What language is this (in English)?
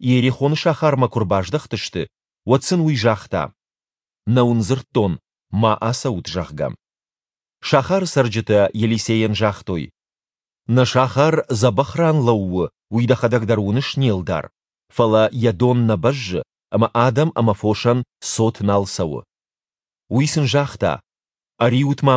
Ossetic